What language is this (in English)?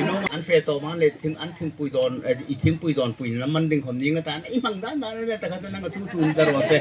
Hmar